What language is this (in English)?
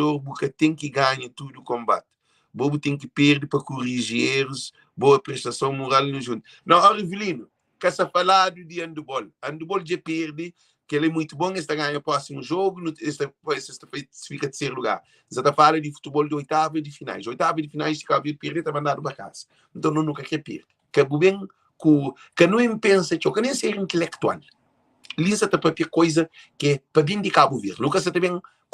Kabuverdianu